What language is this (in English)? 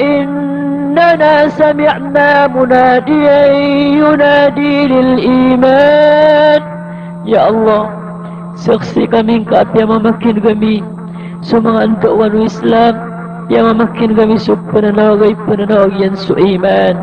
Maranao